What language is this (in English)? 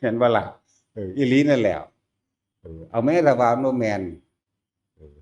Northeastern Thai